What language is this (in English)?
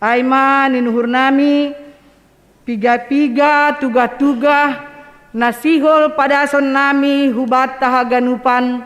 Batak Simalungun